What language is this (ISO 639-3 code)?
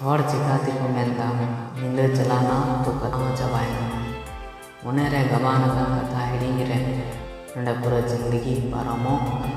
sat